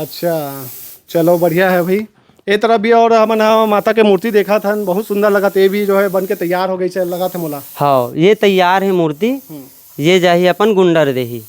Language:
Chhattisgarhi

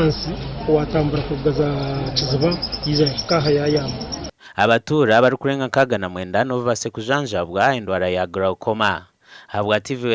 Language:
Nyankole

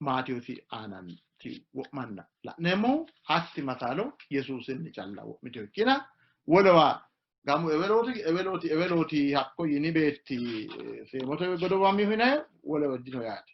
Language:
Sidamo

